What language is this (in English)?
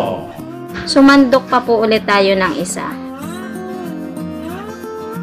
Filipino